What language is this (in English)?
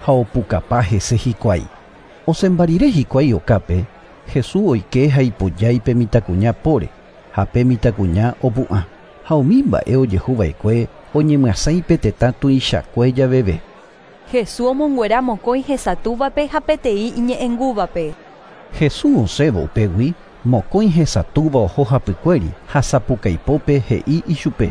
Guarani